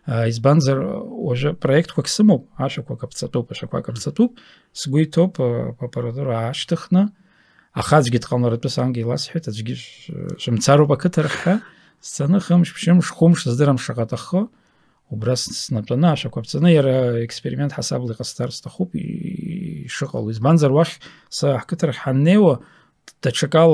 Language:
Abkhazian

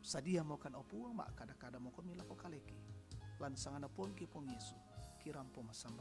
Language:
Toraja-Sa'dan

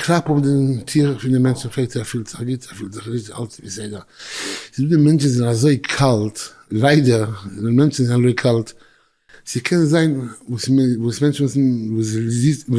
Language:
Yiddish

